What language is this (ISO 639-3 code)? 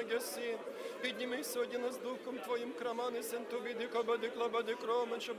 ukr